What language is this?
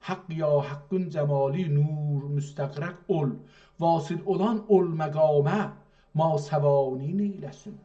South Azerbaijani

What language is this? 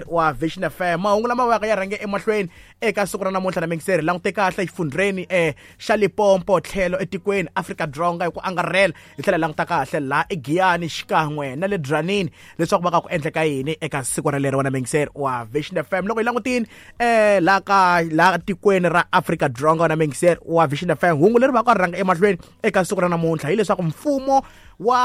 Tsonga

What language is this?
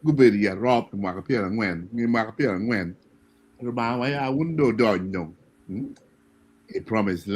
Acoli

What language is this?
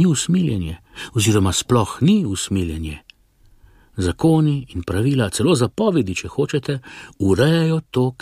Slovenian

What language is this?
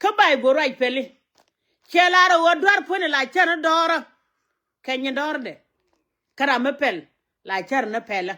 Nuer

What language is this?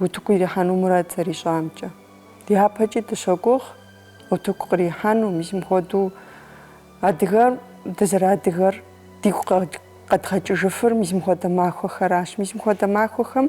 Kabardian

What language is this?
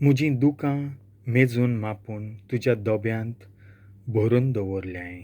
Konkani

